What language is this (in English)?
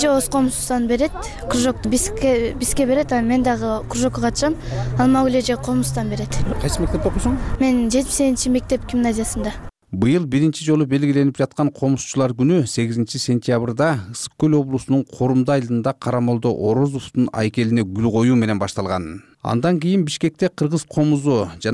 Kyrgyz